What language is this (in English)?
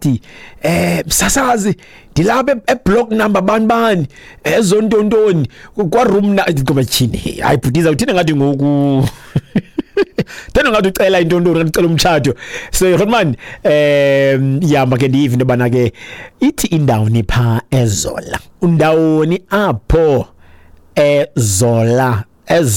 Xhosa